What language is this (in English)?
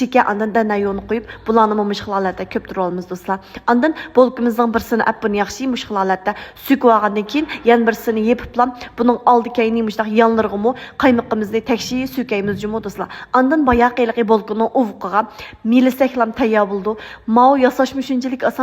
Uyghur